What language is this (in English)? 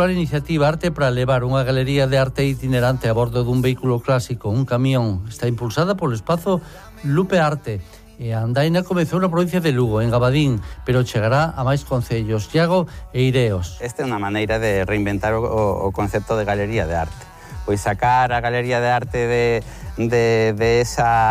Galician